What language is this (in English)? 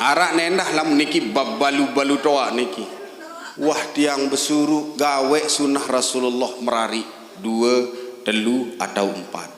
Sasak